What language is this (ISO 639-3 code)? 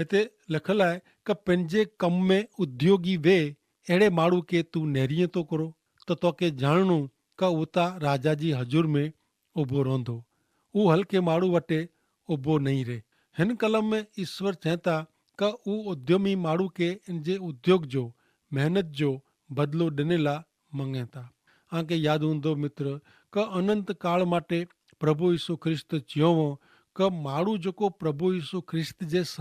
kfr